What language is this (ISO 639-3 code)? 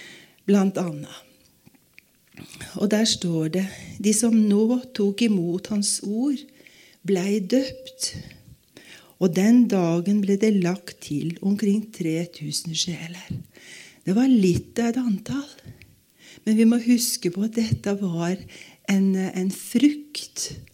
nor